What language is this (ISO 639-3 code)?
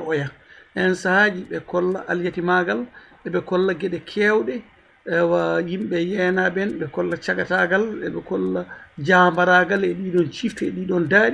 ful